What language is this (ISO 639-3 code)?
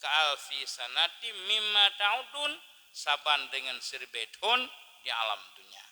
ace